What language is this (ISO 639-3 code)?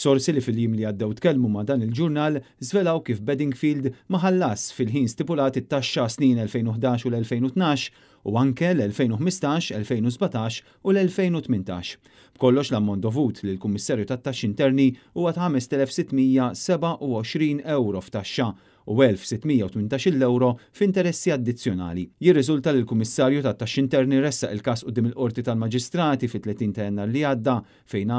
mlt